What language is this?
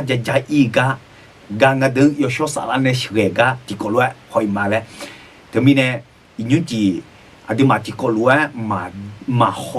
Akha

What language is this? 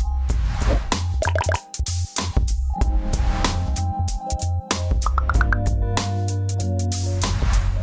Spanish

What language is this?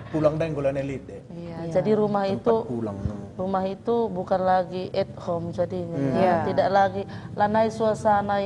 Batak Karo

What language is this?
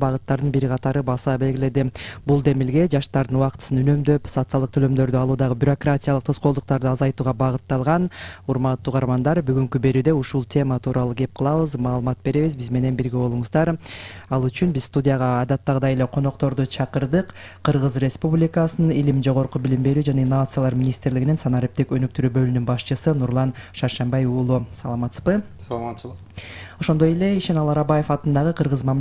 Kyrgyz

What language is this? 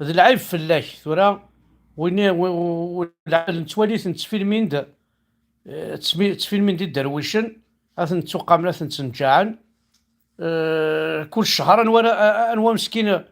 Kabyle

